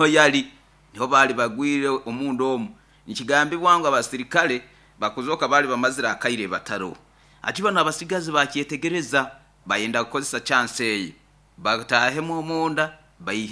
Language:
Nyoro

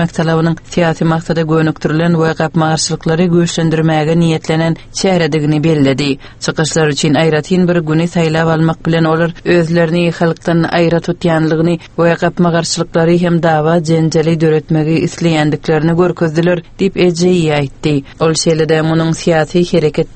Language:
Turkmen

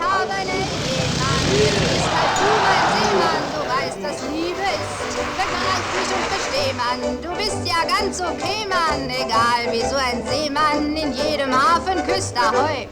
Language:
Swiss German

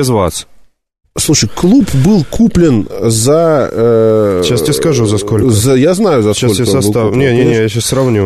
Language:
Russian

